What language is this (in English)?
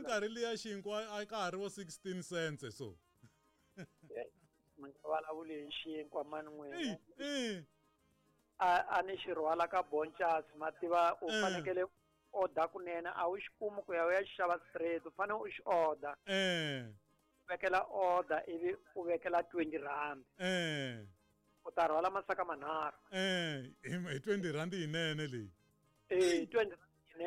Tsonga